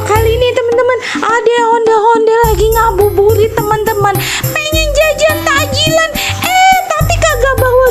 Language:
Betawi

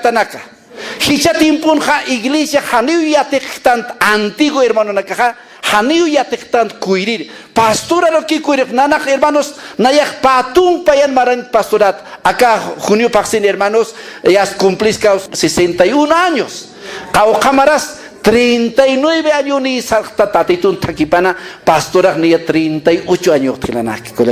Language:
Aymara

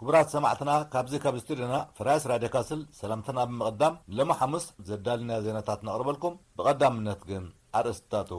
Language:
Tigrinya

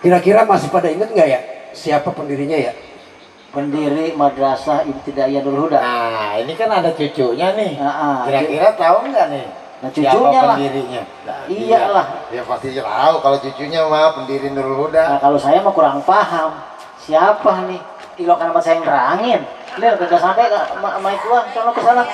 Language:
Betawi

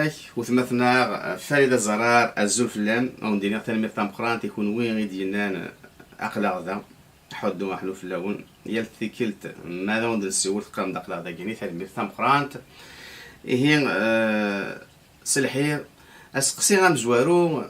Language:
Kabyle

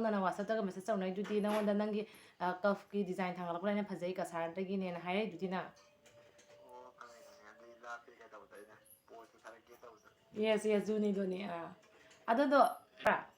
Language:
Manipuri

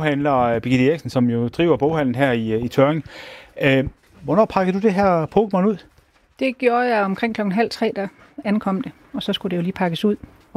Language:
Danish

